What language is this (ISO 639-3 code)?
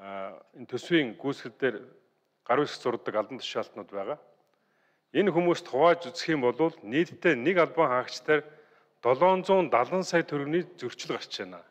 mon